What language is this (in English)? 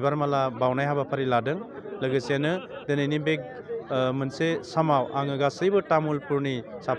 Bodo